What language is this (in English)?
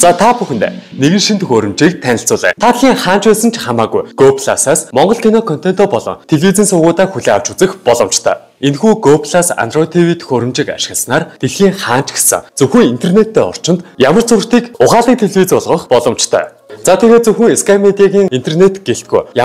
Mongolian